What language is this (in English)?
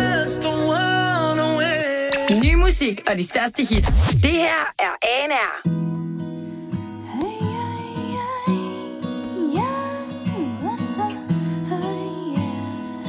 Danish